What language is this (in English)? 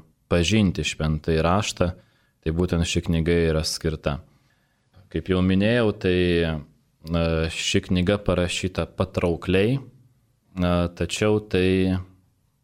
Lithuanian